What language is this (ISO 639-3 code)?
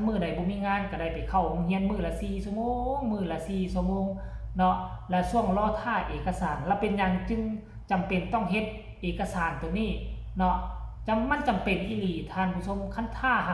lao